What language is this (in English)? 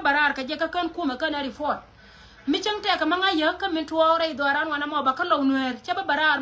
Nuer